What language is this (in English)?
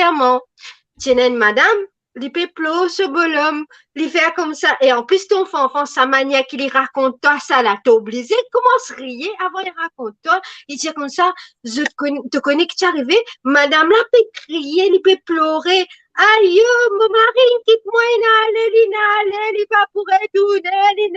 Morisyen